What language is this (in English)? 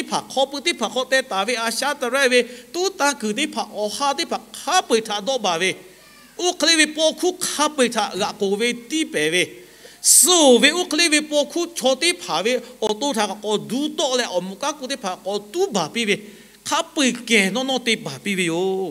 Lahu